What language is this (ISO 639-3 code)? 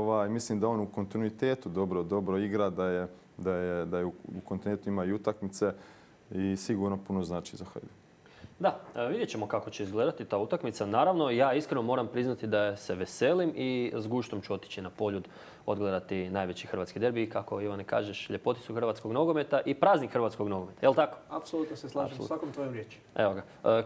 hrv